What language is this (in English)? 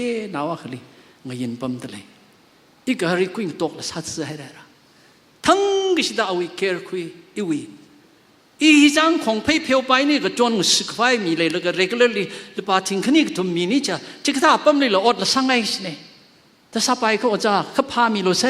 Tangkhul Naga (India)